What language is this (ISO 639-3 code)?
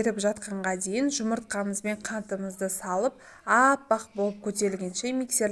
kaz